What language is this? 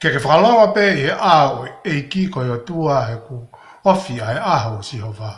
Tongan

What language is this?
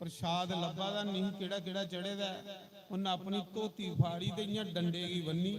Dogri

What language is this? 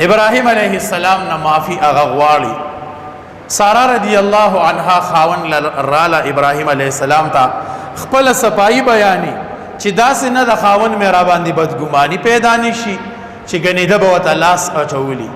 Pashto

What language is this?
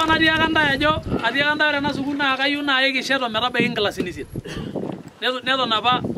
Masai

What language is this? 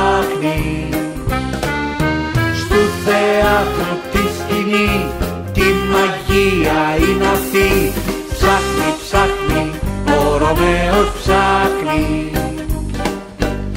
Greek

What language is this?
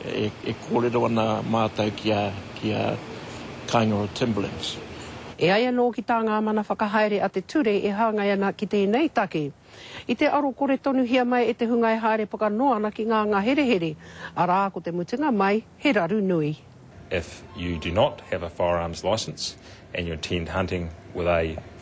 Māori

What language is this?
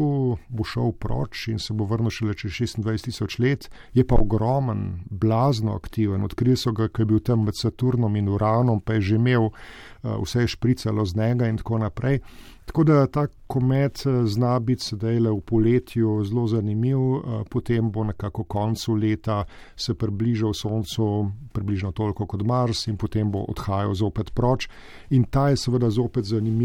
Slovenian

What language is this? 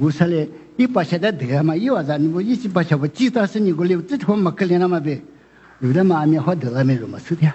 Lisu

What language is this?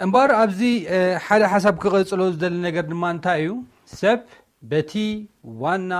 Tigrinya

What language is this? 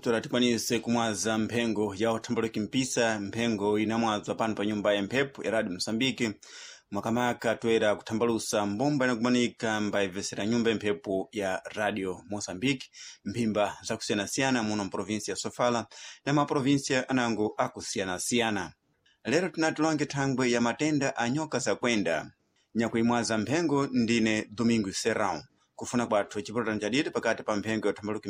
Sena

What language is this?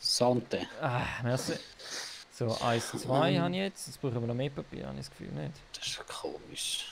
Swiss German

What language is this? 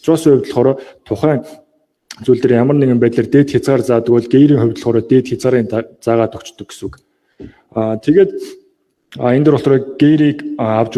Mongolian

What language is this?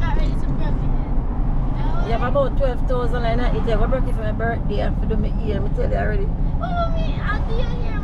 Jamaican Creole English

